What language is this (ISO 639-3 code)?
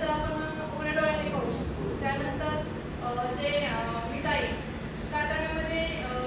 mar